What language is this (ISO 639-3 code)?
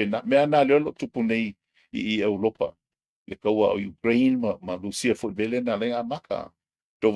smo